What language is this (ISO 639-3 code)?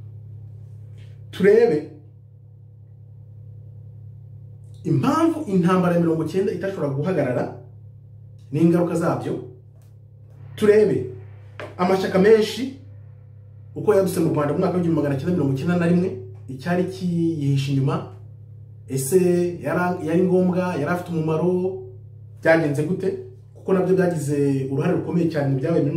kin